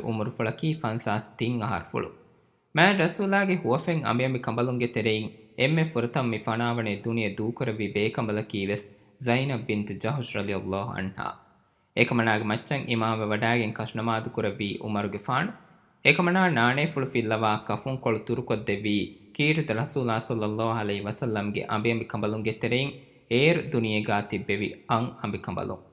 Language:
Divehi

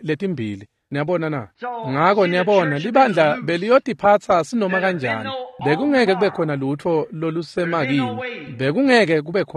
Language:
Swati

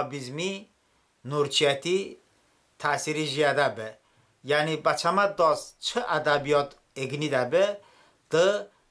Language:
Talysh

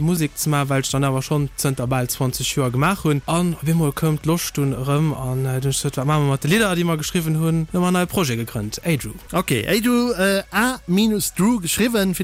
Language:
Luxembourgish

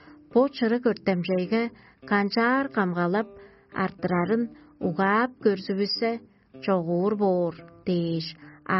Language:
Tuvinian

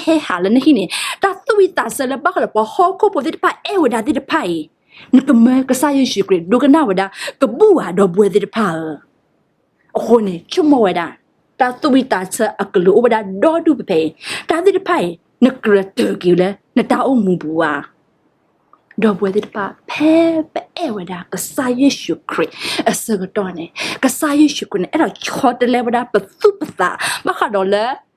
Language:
S'gaw Karen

